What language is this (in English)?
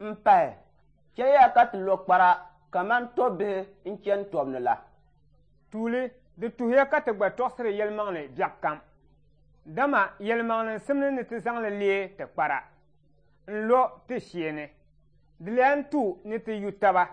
Dagbani